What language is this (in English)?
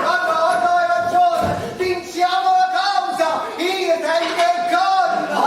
Neapolitan